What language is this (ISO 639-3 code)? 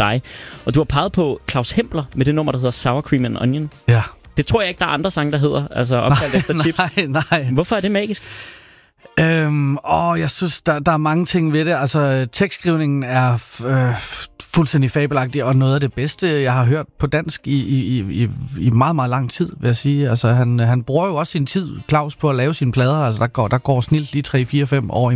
dan